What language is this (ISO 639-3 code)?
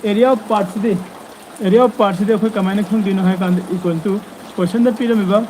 mni